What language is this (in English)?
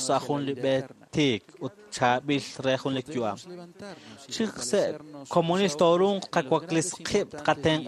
Kekchí